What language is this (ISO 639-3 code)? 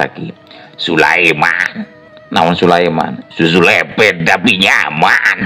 sun